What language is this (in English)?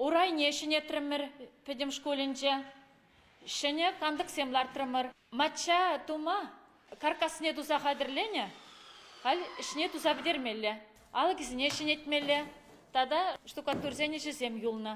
Chuvash